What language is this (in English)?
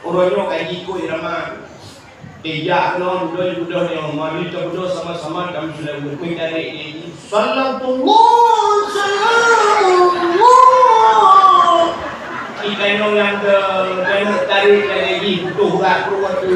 Achinese